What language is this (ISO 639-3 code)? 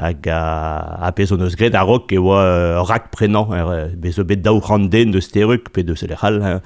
bre